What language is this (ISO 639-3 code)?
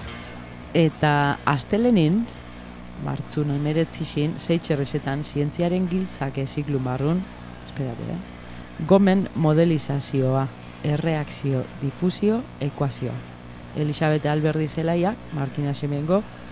eus